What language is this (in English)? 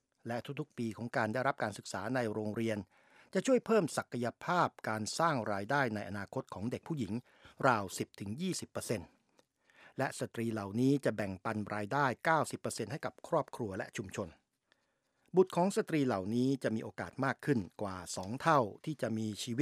Thai